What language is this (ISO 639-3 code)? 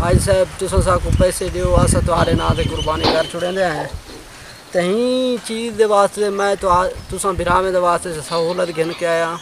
skr